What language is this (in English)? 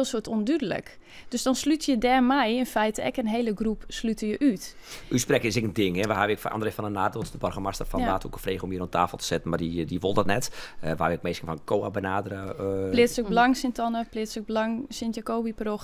Western Frisian